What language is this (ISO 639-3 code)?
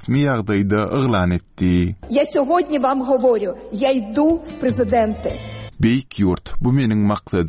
tuk